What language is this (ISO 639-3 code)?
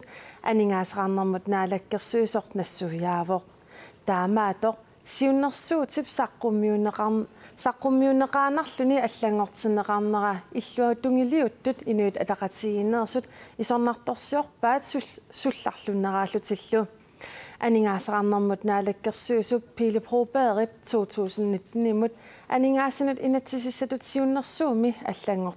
kal